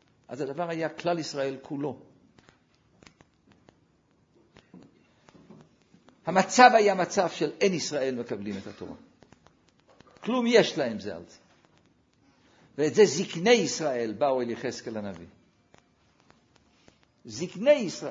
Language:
Hebrew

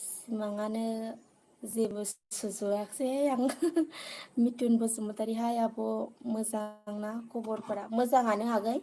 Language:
Bodo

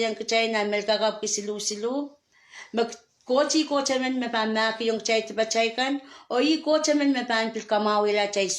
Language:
Pohnpeian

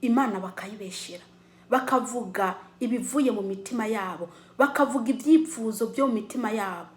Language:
Rundi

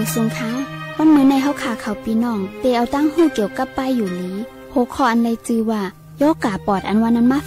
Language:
Shan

